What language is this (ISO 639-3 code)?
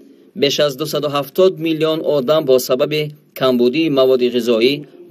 tgk